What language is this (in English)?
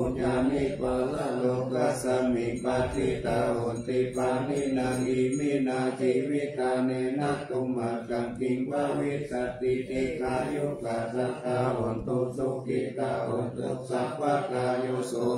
Pali